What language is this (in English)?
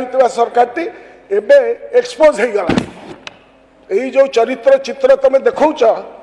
Odia